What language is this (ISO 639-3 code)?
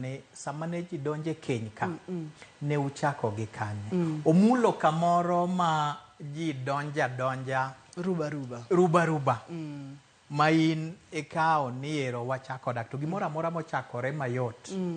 luo